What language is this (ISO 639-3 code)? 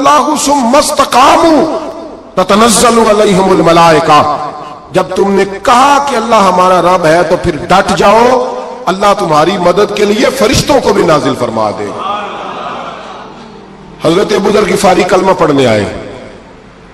urd